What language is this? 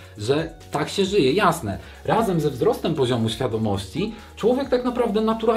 Polish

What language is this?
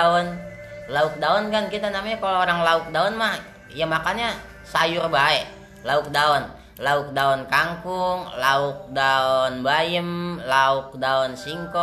Betawi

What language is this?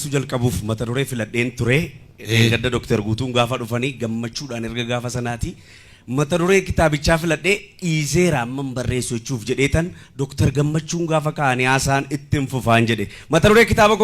Oromo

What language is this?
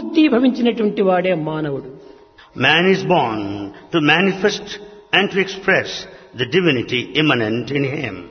Telugu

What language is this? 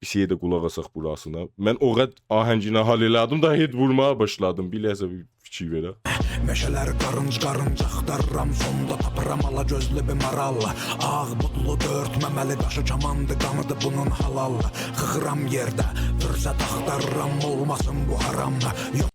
South Azerbaijani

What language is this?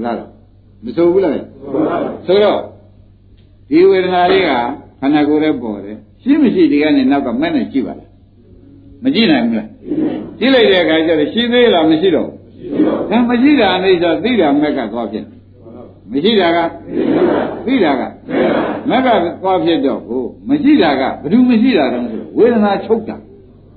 Burmese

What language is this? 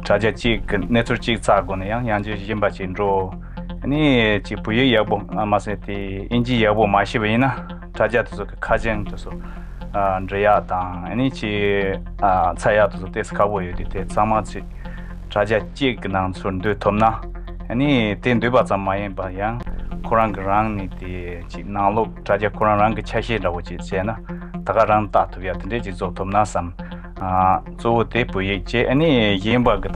Tibetan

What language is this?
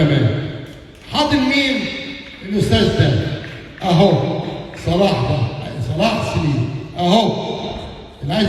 Egyptian Arabic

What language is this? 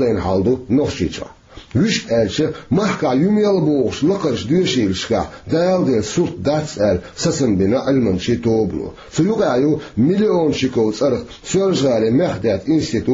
Chechen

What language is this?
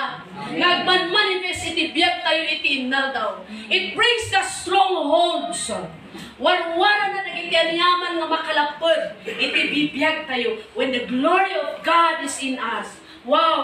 Iloko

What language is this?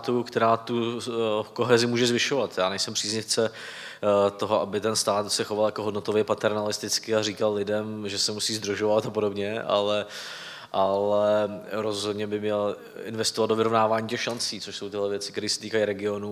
Czech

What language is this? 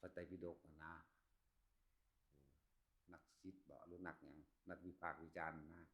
Northeastern Thai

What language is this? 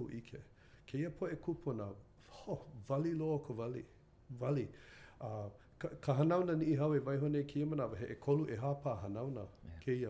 Hawaiian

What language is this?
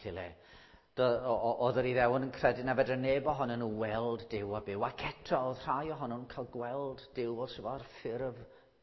Welsh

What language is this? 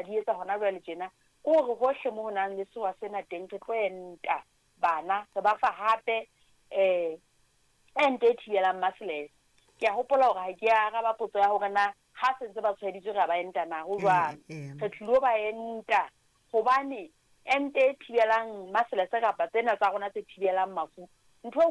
Southern Sotho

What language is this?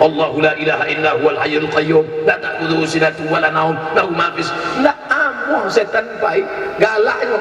Minangkabau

